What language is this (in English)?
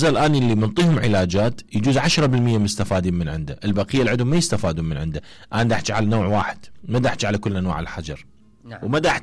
Mesopotamian Arabic